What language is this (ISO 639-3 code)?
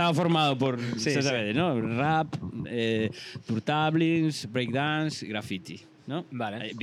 glg